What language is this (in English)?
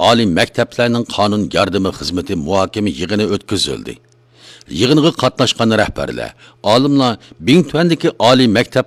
Uyghur